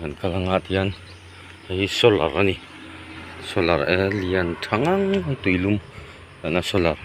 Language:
Mizo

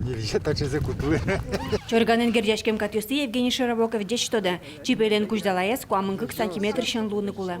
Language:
Udmurt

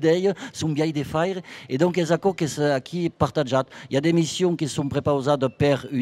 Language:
Occitan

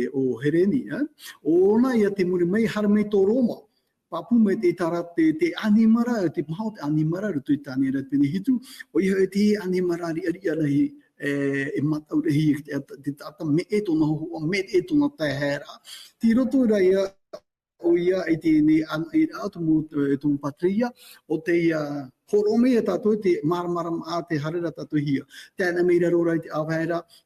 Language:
Tahitian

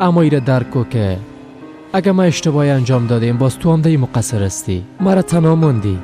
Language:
Persian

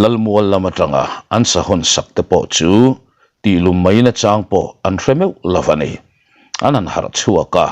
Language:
Mizo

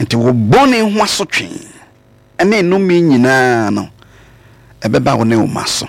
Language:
Akan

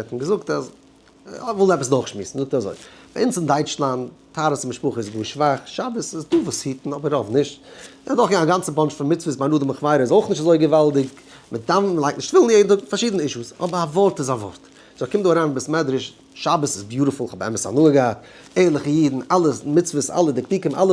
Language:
Yiddish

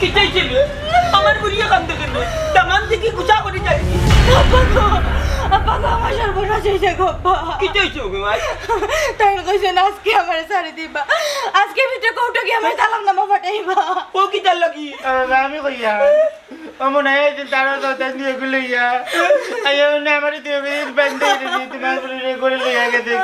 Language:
Sylheti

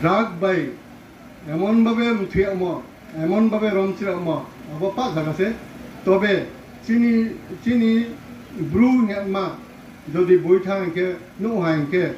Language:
Riang (India)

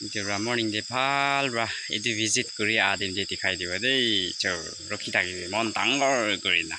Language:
Naga Pidgin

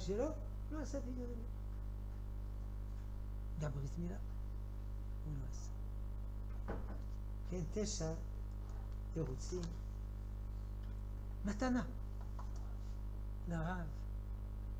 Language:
Hebrew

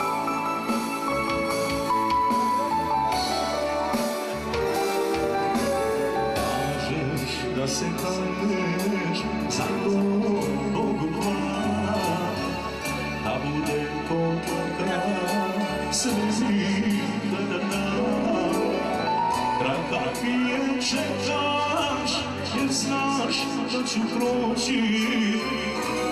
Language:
Croatian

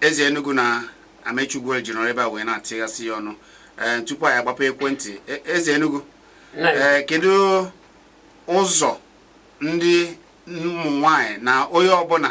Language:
Igbo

